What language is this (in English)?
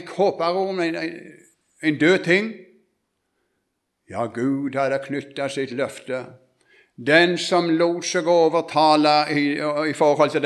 Norwegian